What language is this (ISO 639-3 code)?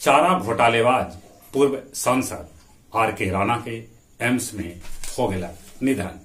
mag